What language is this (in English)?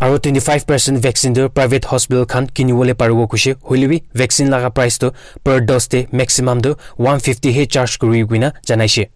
Naga Pidgin